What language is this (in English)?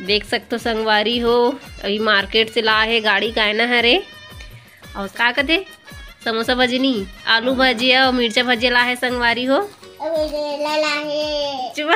Chhattisgarhi